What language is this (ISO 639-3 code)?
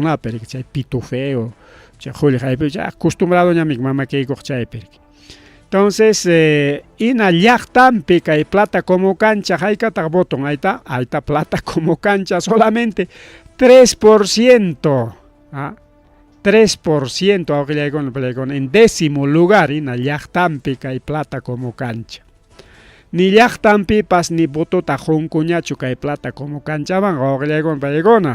quy